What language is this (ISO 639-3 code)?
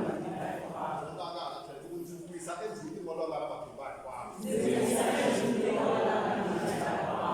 tso